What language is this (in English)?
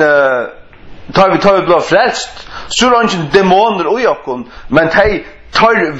Faroese